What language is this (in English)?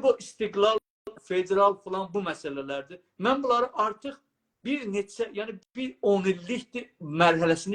South Azerbaijani